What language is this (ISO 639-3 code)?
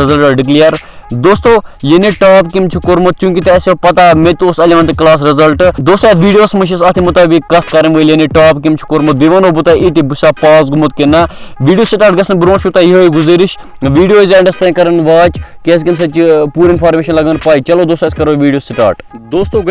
kas